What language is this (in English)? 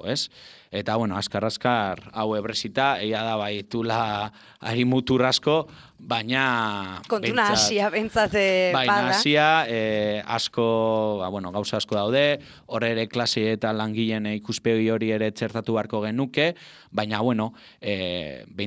Basque